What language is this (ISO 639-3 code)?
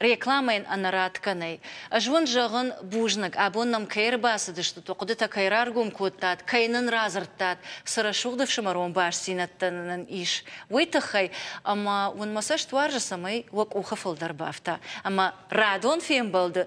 oss